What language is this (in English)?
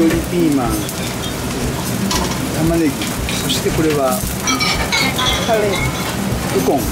Japanese